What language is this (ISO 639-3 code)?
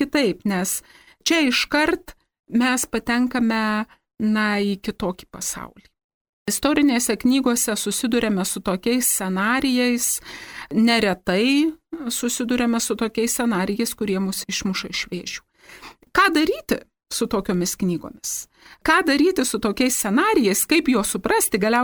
lit